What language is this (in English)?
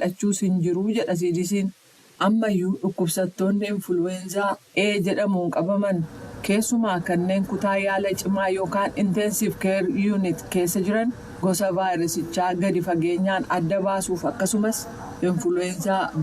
Oromo